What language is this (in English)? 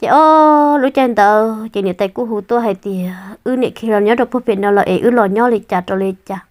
Hmong